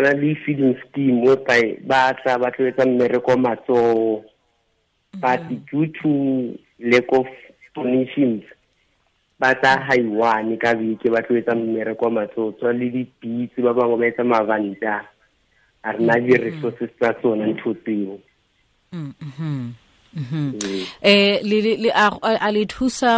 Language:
Tswana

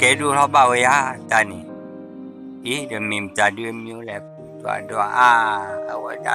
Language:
S'gaw Karen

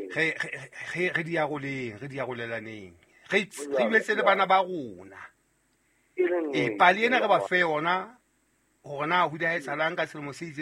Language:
Southern Sotho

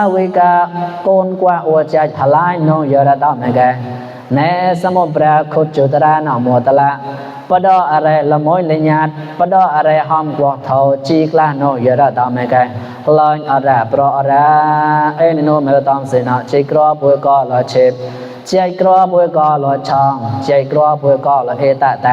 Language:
Mon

